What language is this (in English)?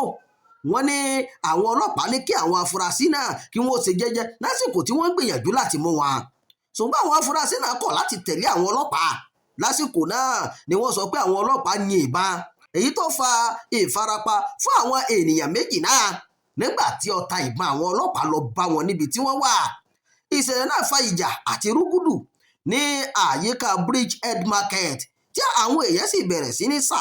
Yoruba